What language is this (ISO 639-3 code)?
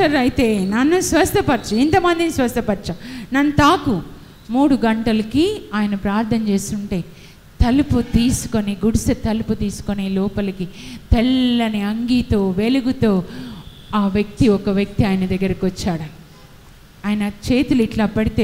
tel